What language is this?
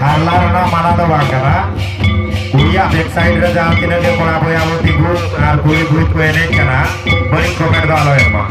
Santali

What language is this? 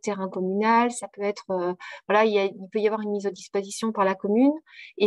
French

